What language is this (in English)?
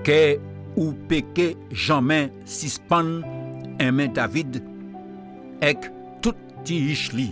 Guadeloupean Creole French